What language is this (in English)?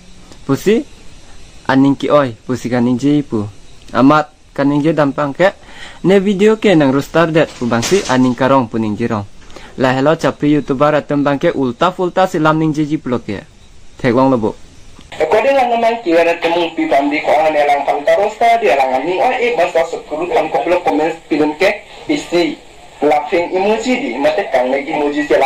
Karbi